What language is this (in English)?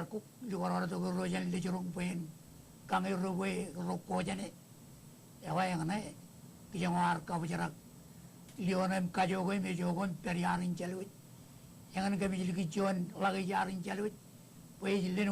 Marshallese